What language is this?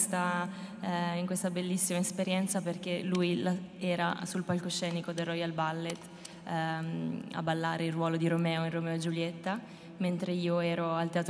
Italian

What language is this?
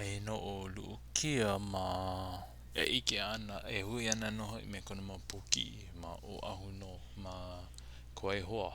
Hawaiian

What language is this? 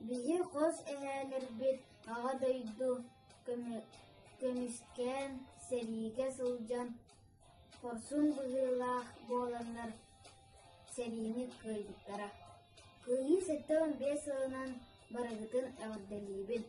Yakut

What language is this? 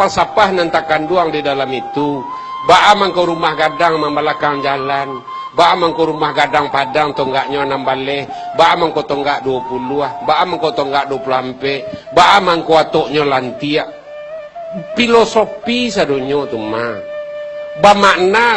Minangkabau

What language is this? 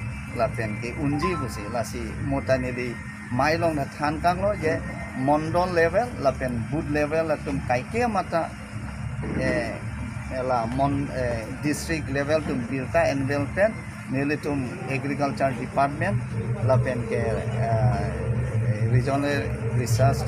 Karbi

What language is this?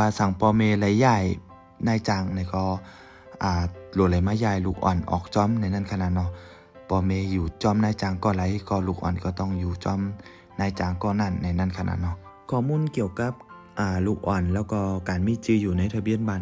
Shan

